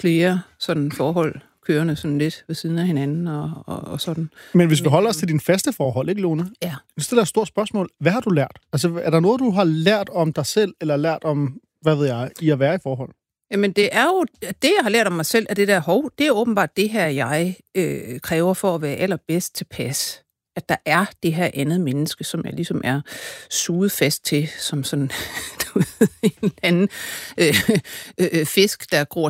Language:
Danish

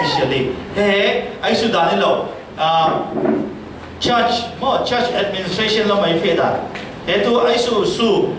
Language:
Falam Chin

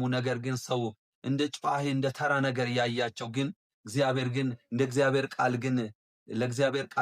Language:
Amharic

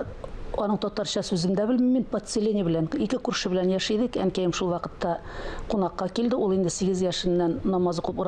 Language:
Tatar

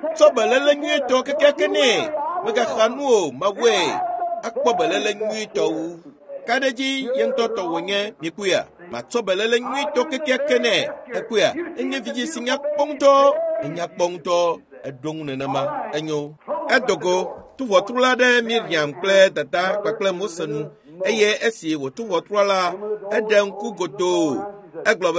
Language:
Ewe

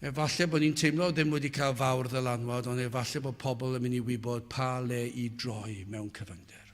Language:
Welsh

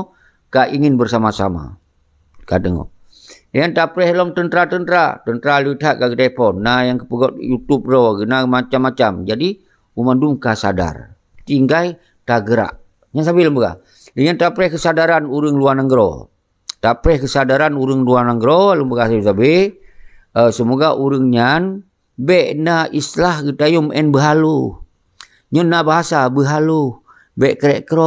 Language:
Achinese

